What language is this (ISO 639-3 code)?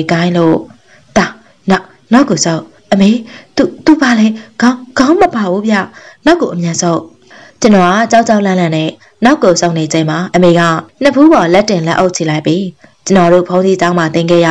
mya